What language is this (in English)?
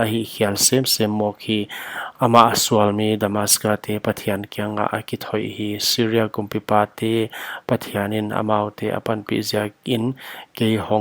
Paite Chin